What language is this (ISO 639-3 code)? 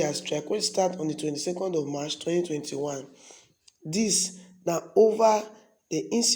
pcm